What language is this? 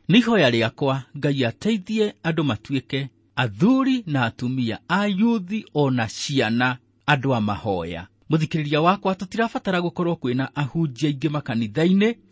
Kikuyu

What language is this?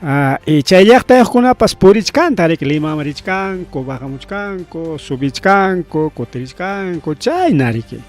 Ayacucho Quechua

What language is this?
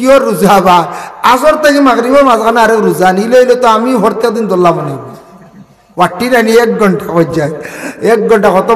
Sylheti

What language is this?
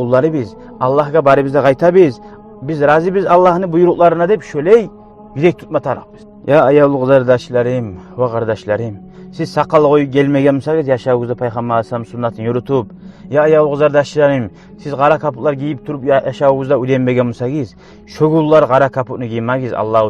Kumyk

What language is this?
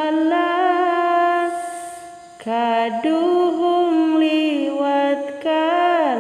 Sundanese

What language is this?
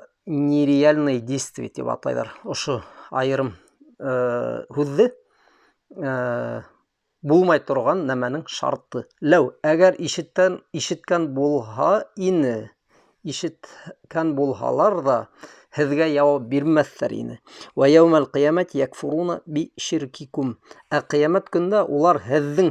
Bashkir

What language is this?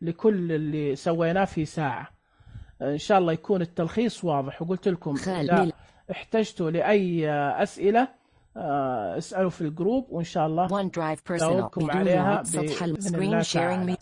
Najdi Arabic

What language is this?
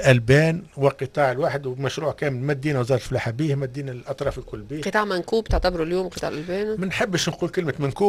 Tunisian Arabic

